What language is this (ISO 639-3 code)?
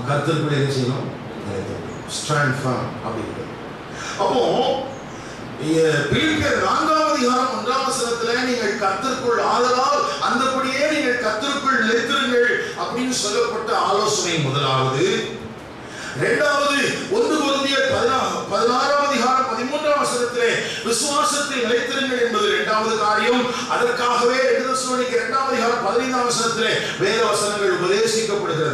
tam